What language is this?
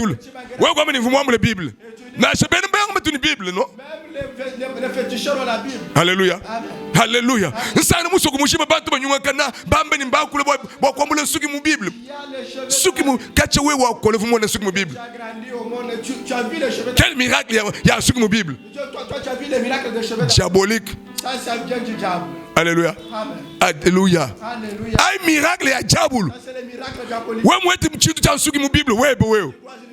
Luba-Lulua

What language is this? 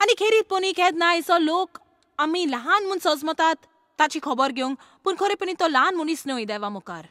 Konkani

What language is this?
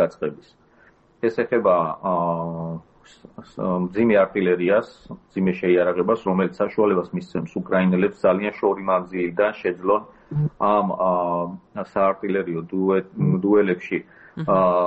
Georgian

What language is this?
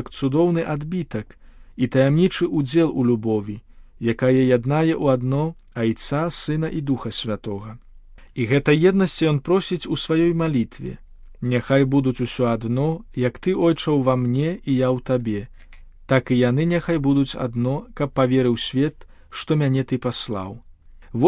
Belarusian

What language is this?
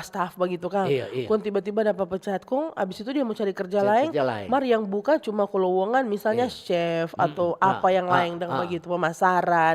Manado Malay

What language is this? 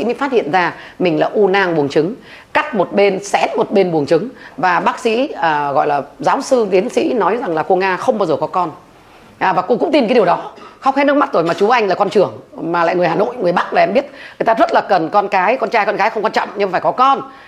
Vietnamese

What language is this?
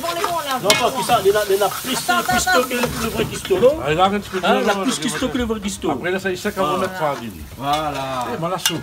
Réunion Creole French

